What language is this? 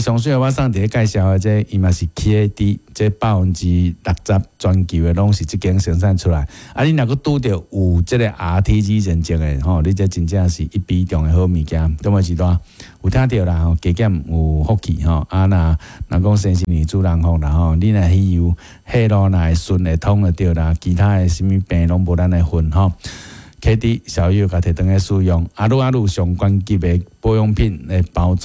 Min Nan Chinese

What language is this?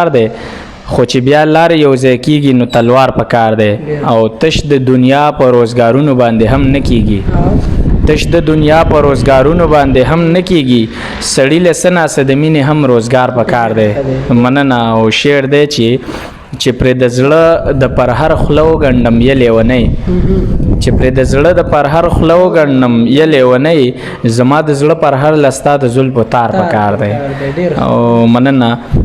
Pashto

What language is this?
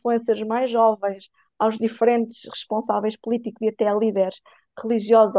Portuguese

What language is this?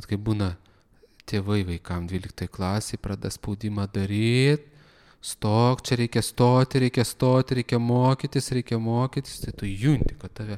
Lithuanian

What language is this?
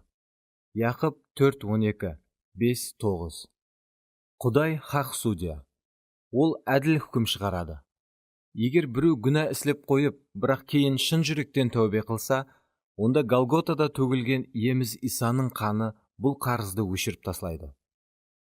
Kara-Kalpak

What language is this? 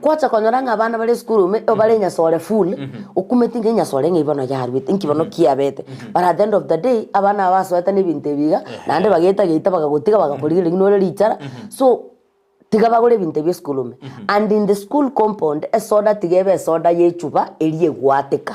Gusii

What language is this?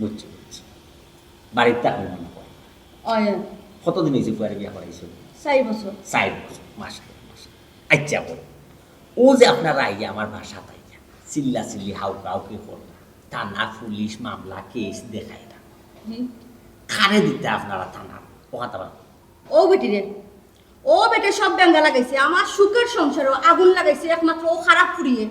Sylheti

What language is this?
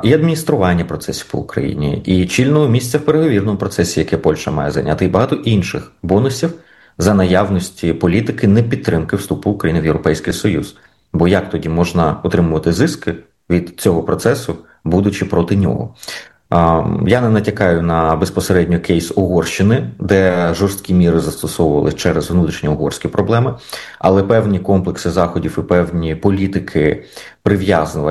Ukrainian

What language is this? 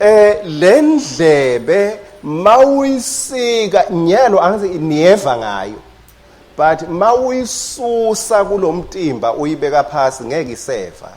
Swati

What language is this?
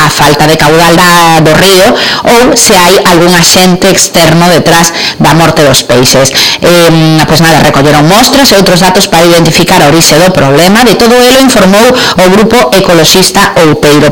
Galician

